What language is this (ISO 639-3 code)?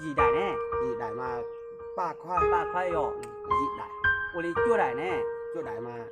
hmn